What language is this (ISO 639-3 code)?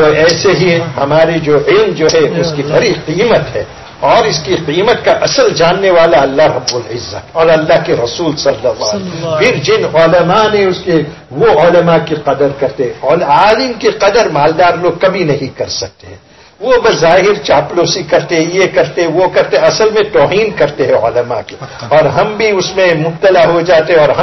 urd